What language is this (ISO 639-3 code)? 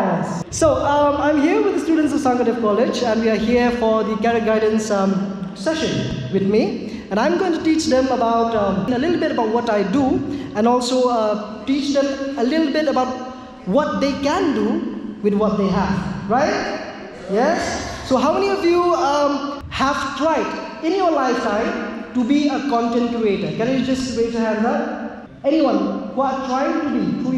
kha